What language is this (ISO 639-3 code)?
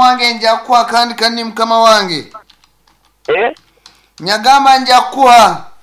nyn